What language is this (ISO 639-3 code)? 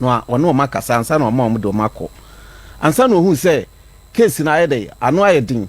aka